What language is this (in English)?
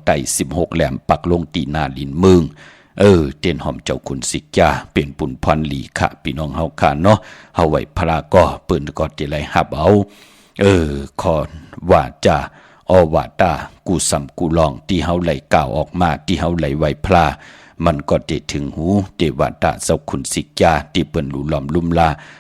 Shan